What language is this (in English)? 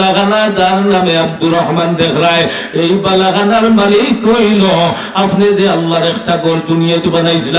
Sylheti